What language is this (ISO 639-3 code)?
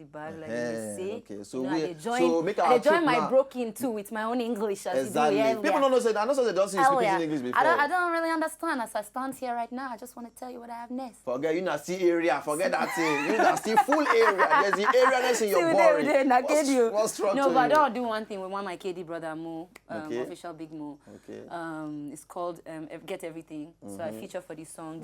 pcm